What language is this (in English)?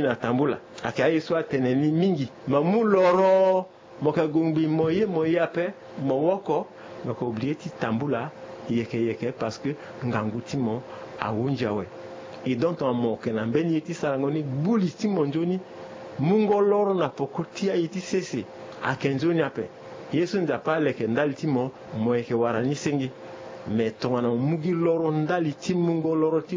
Sango